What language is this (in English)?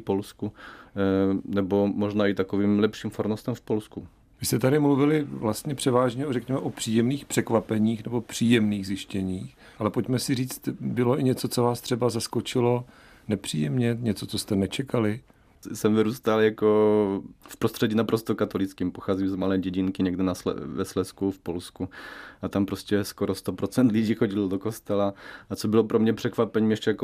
Czech